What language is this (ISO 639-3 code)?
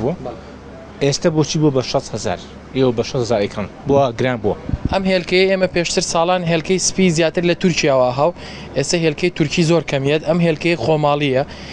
ckb